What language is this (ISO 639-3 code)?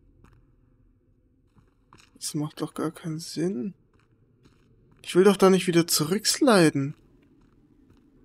deu